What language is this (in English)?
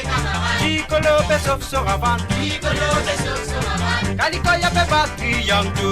Morisyen